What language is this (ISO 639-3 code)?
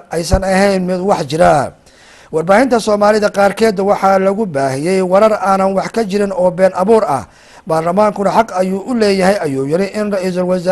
som